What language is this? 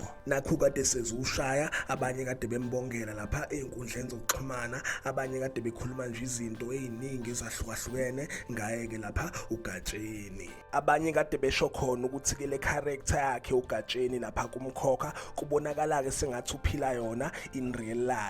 Zulu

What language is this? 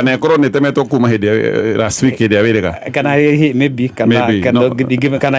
Kikuyu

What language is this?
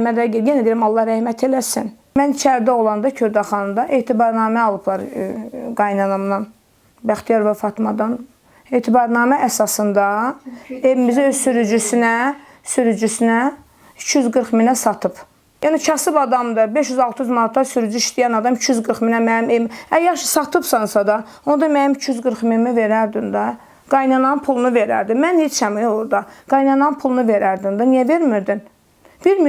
Azerbaijani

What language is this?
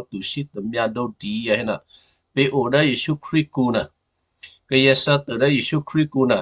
Western Kayah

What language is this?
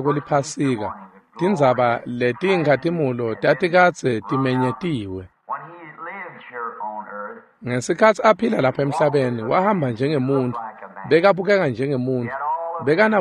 Swati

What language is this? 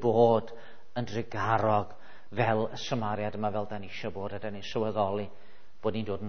Welsh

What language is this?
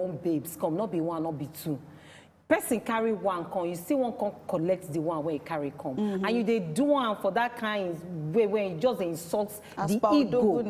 Nigerian Pidgin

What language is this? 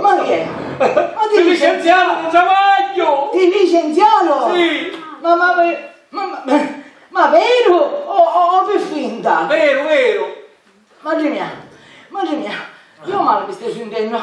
Sicilian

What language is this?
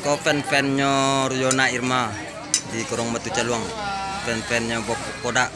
Minangkabau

